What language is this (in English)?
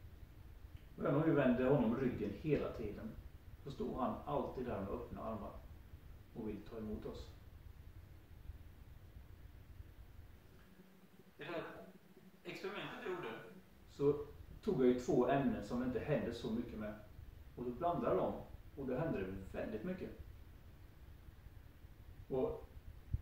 Swedish